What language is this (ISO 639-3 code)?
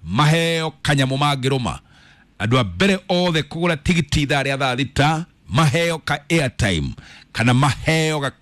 kik